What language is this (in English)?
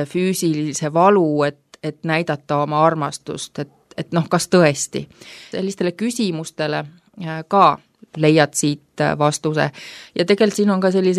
Estonian